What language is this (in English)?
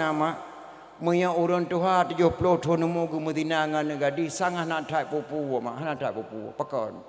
Achinese